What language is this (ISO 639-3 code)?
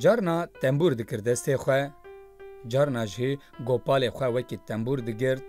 kur